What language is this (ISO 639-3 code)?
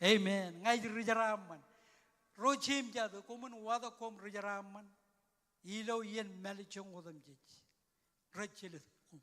mah